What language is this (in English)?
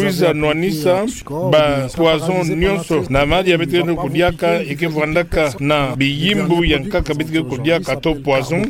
Kituba (Democratic Republic of Congo)